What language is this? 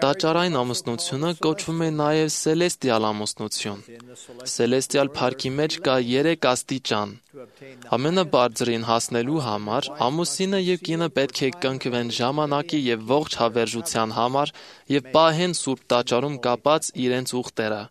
Armenian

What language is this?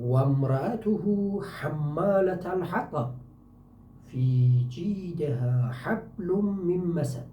South Azerbaijani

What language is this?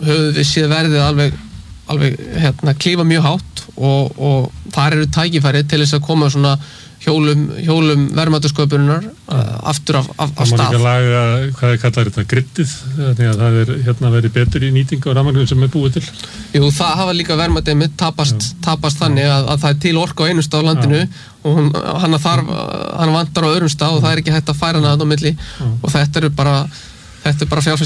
Icelandic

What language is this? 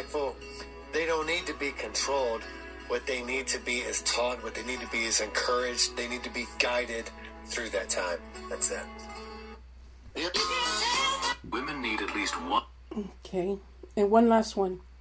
English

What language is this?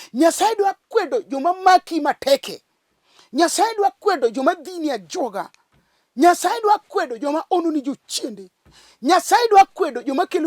Luo (Kenya and Tanzania)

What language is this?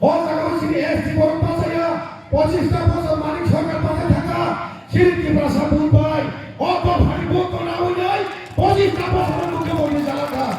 Kok Borok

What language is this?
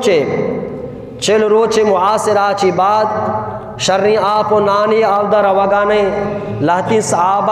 Eastern Balochi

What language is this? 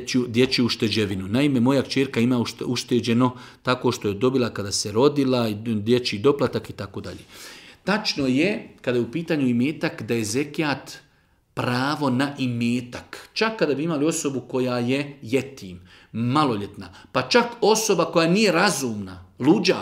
Bosnian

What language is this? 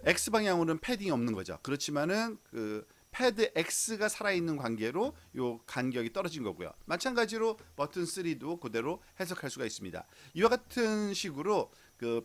Korean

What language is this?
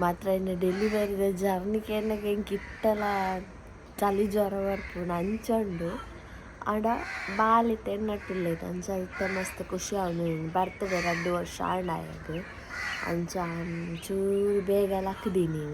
Tulu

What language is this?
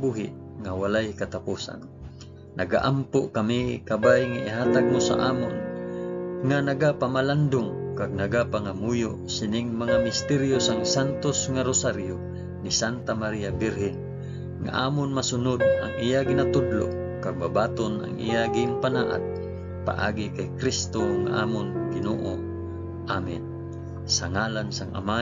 Hiligaynon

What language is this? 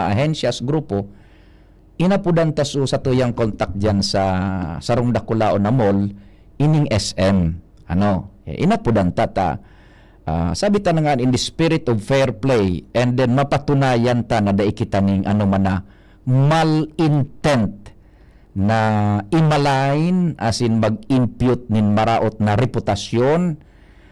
Bikol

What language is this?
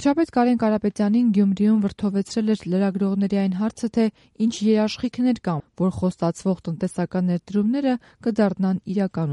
Armenian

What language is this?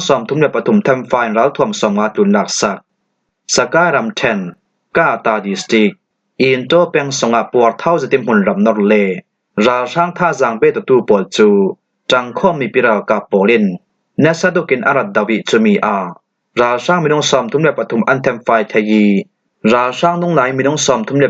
Falam Chin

